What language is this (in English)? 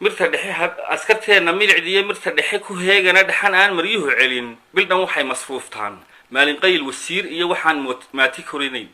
Somali